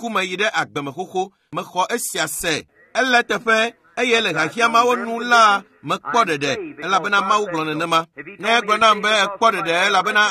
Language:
Ewe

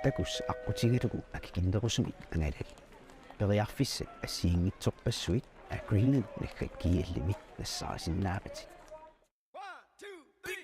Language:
Kalaallisut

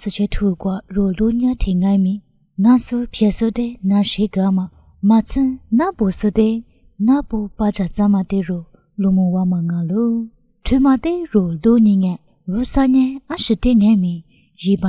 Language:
Lisu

